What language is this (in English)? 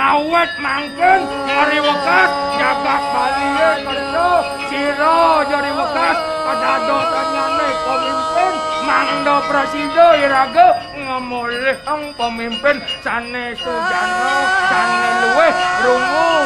Balinese